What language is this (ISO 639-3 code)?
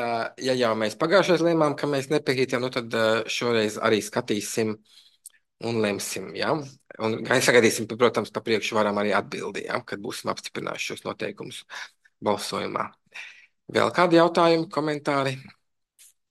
lav